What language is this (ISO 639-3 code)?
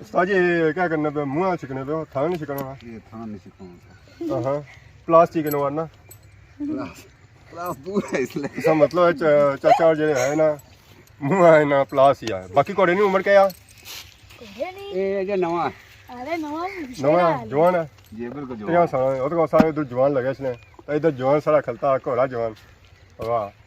phr